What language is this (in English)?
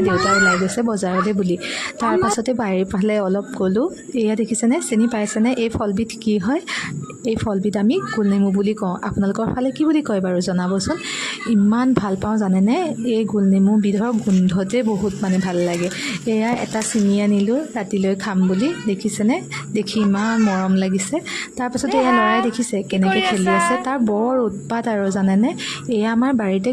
Assamese